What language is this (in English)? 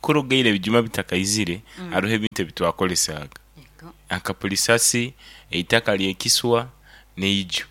Nyankole